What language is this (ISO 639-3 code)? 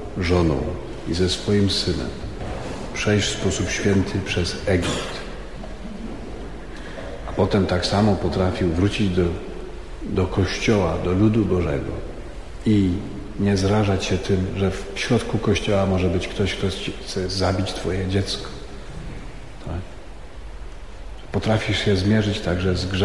pol